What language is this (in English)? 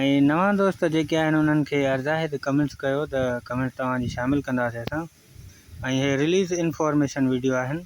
Sindhi